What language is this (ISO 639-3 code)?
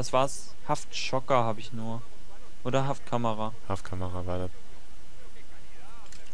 deu